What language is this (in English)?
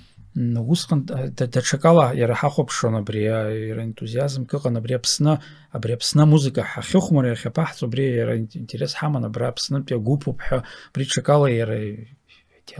Abkhazian